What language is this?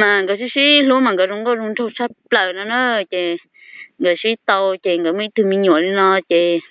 Hmong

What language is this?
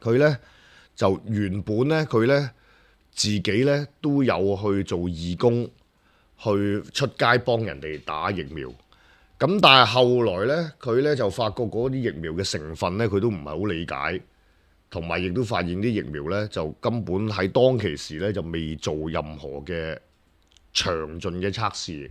Cantonese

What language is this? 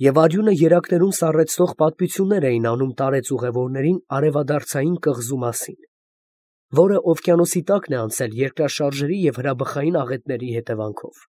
Armenian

